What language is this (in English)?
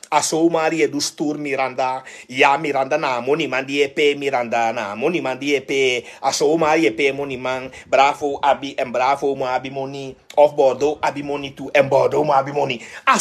Sranan Tongo